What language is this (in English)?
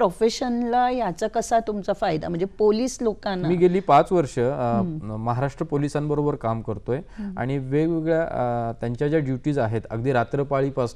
Marathi